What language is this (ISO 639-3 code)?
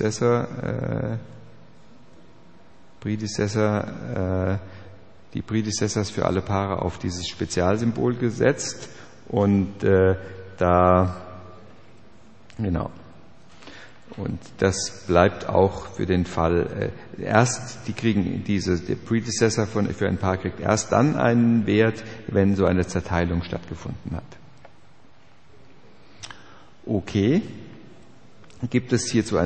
deu